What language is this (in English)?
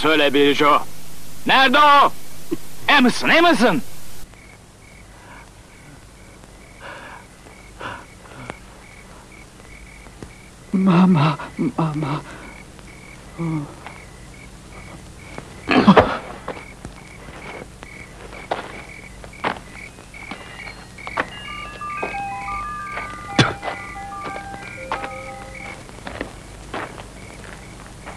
Turkish